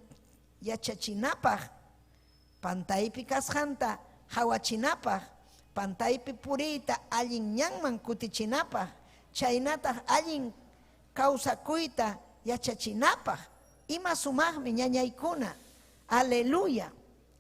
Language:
Ayacucho Quechua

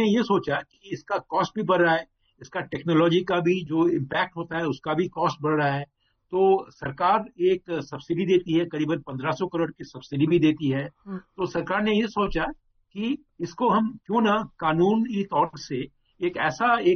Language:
Hindi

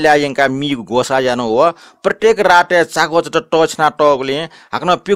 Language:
Newari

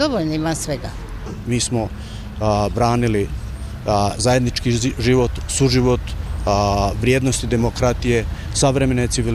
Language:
Bosnian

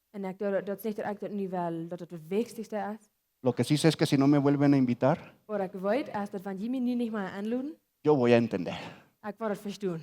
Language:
Plautdietsch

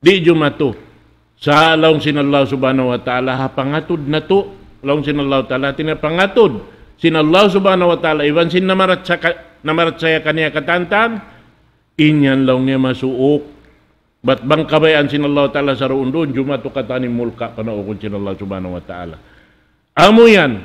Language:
Tausug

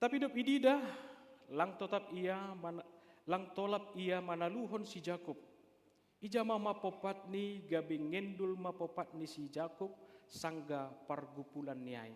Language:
Batak Simalungun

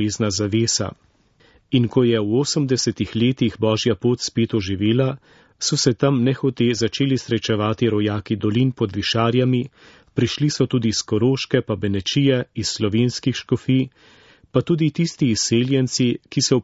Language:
Slovenian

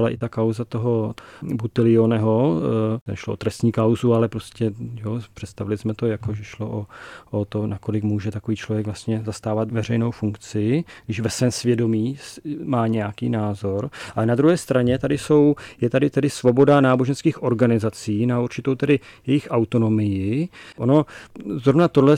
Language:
Czech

